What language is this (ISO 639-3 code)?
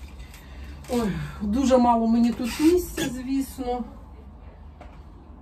ukr